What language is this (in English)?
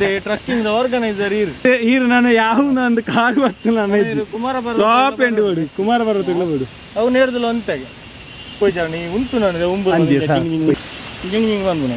Tulu